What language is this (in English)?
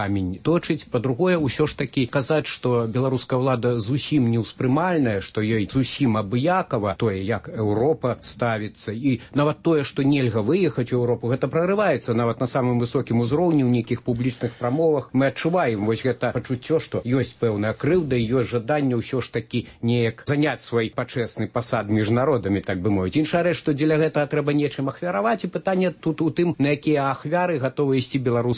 Belarusian